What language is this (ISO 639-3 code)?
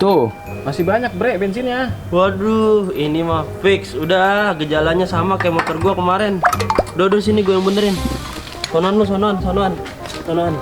bew